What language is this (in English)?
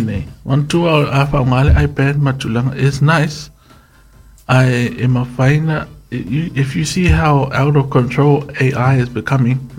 Samoan